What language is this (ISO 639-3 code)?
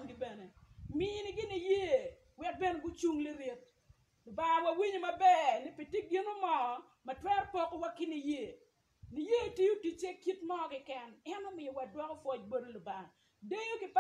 ach